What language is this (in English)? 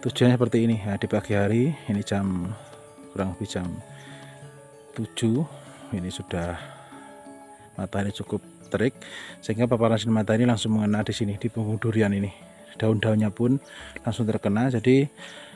Indonesian